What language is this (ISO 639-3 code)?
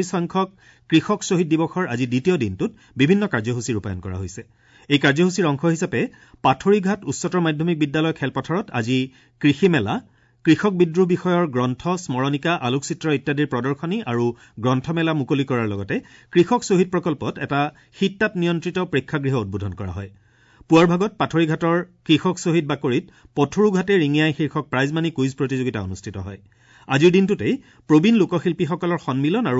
asm